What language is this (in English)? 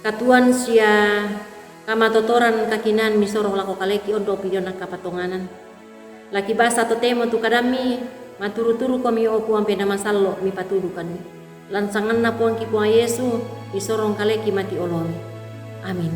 Toraja-Sa'dan